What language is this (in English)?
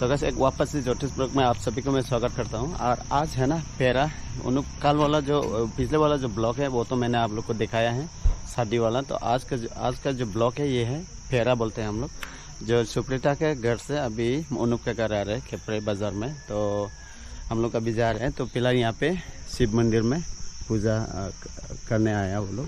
Dimasa